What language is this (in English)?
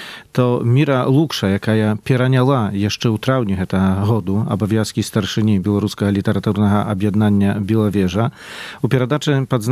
Belarusian